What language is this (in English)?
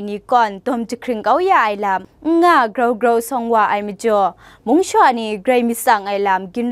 Kachin